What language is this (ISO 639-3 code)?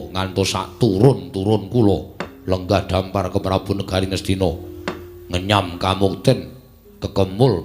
jav